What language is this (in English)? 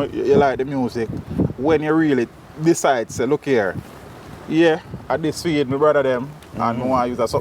Jamaican Creole English